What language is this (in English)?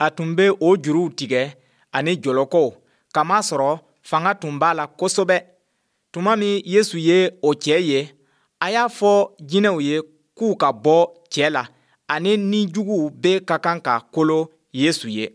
Bambara